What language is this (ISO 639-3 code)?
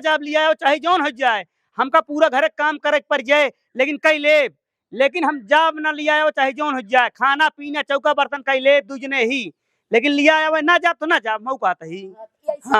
awa